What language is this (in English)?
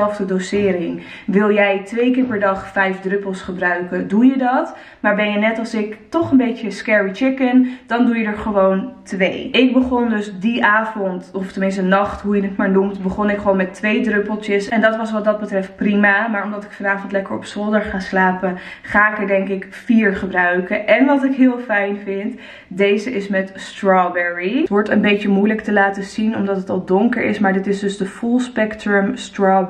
Dutch